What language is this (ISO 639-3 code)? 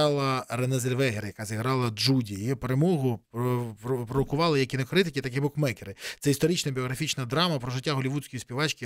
ukr